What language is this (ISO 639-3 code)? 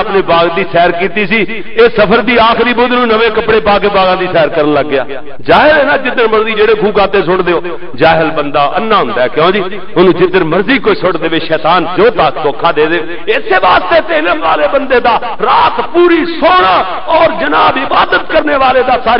lah